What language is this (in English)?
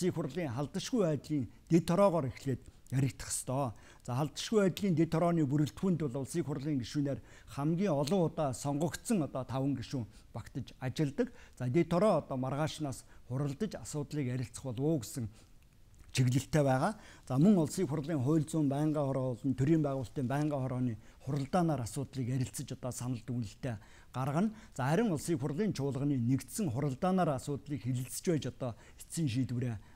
Mongolian